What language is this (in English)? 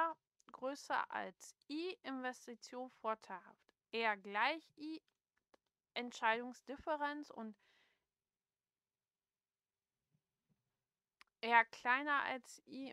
German